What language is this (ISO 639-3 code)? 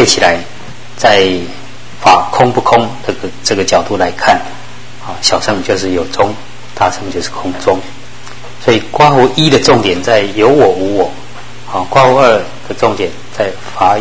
zho